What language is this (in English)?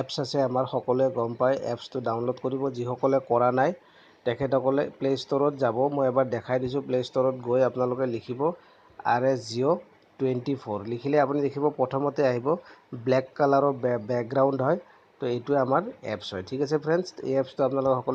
Assamese